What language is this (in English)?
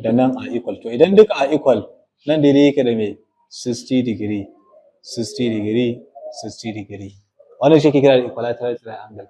Hausa